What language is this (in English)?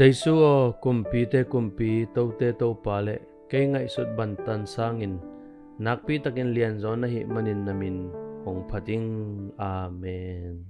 Tedim Chin